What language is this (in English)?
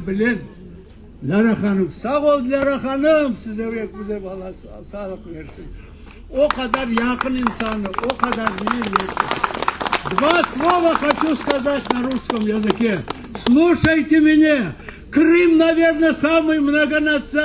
Crimean Tatar